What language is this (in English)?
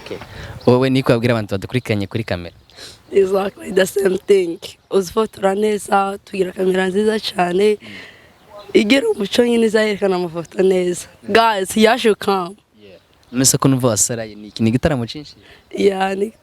Kinyarwanda